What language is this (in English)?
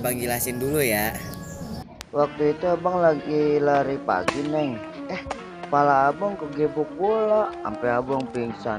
Betawi